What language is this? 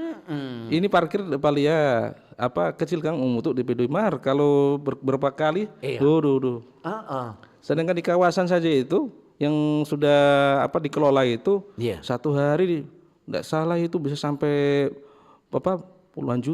Manado Malay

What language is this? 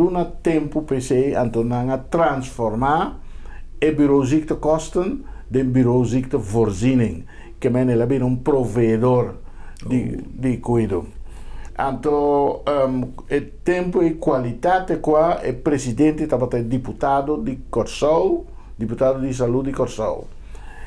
Papiamento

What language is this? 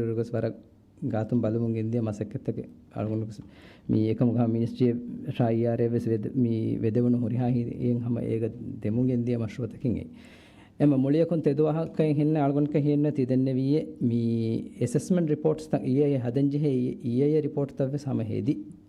Divehi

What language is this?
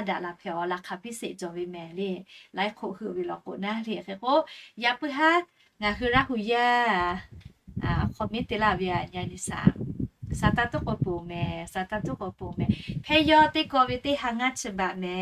Lahu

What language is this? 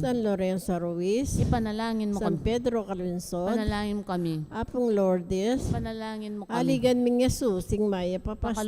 Pampanga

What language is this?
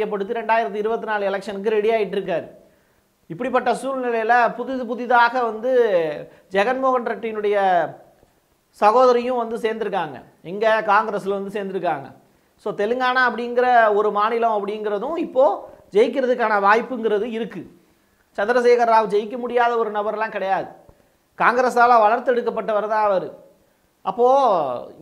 Tamil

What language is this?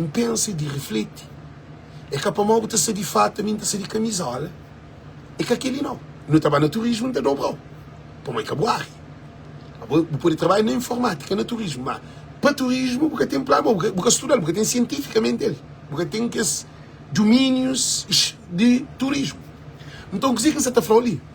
Kabuverdianu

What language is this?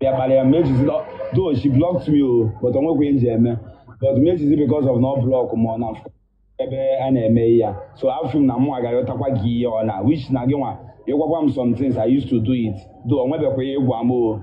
Igbo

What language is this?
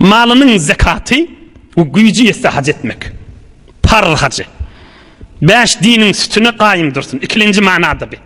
Turkmen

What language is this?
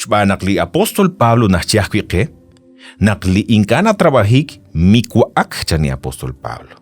Kekchí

